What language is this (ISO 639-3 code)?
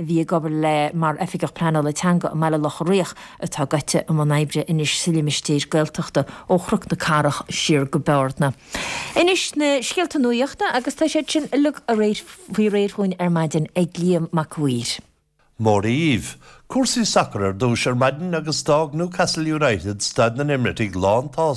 gle